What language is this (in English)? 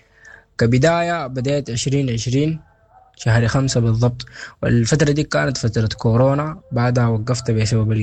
Sudanese Arabic